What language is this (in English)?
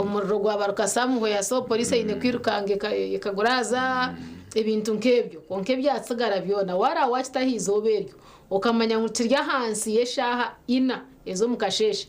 Nyankole